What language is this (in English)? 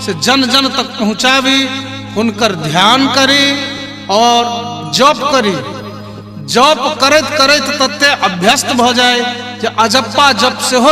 Maithili